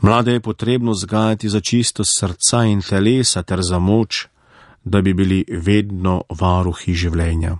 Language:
Slovenian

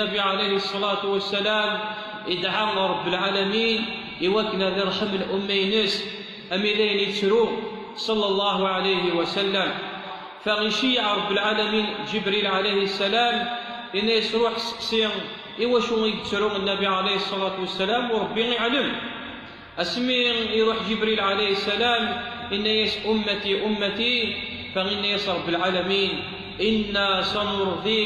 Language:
Kabyle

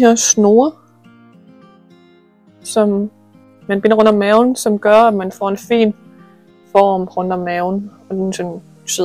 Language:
Danish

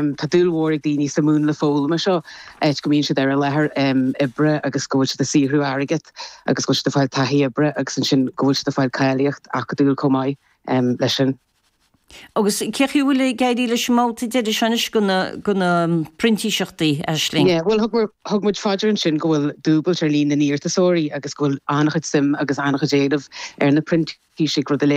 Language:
Irish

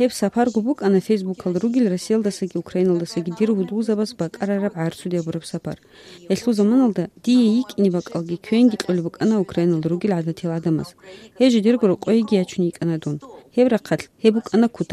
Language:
Avaric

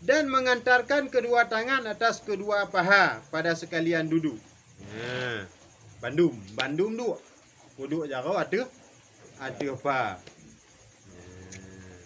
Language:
Achinese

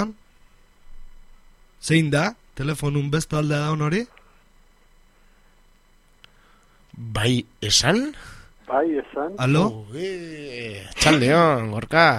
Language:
Basque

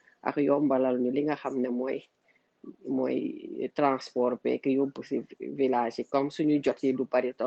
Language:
Wolof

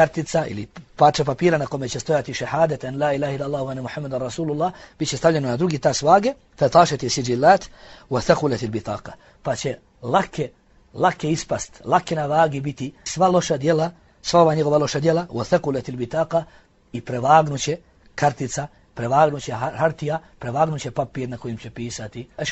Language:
Bosnian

